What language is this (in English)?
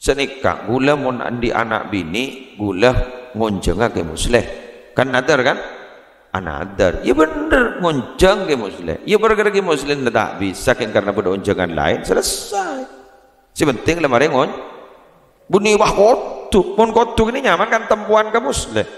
Madurese